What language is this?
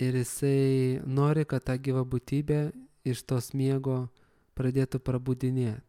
Lithuanian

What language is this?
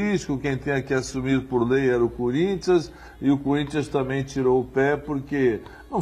Portuguese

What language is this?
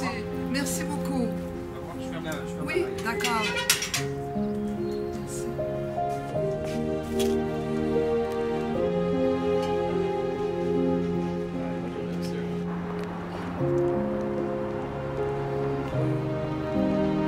French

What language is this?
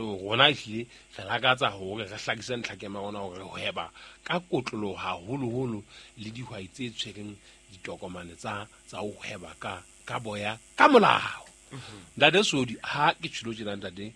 Southern Sotho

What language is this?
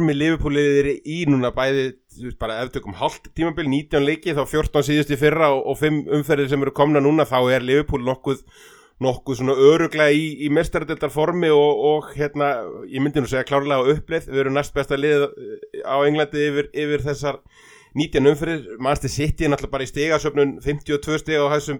Icelandic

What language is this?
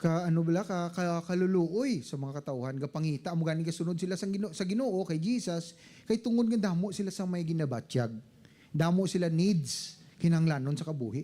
Hiligaynon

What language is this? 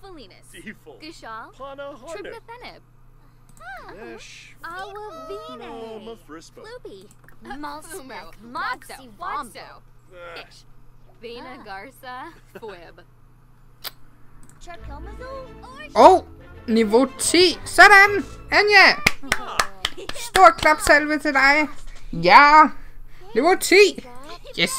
Danish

